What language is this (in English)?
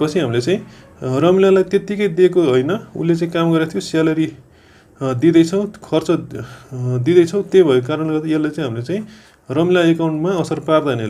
Nepali